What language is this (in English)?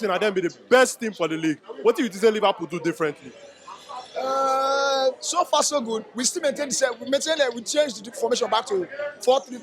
Nigerian Pidgin